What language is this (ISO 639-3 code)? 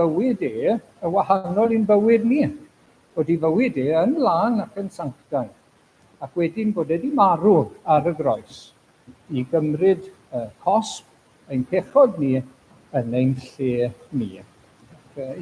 cym